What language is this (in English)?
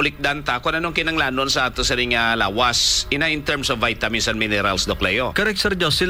Hiligaynon